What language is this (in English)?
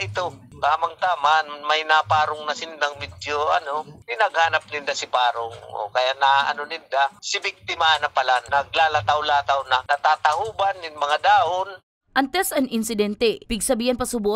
Bikol